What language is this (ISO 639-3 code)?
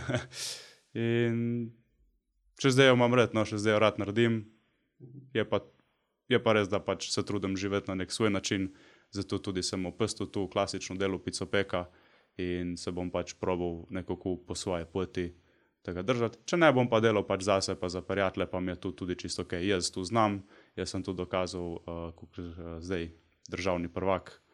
slv